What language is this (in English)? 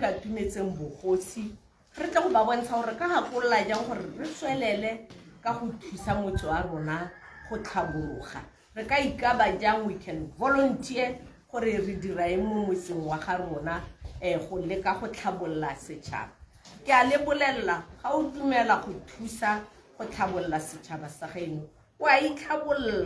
Tswana